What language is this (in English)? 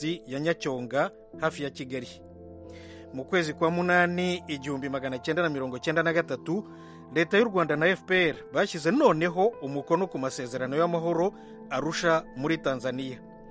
Kinyarwanda